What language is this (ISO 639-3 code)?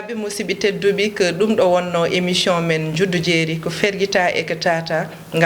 ful